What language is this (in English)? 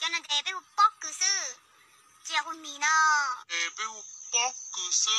Hmong